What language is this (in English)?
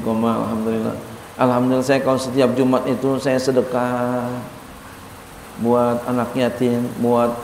Indonesian